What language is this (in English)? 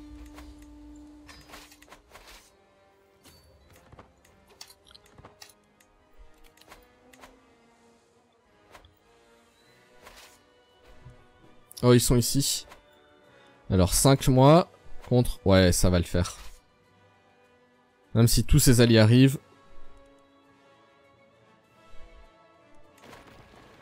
French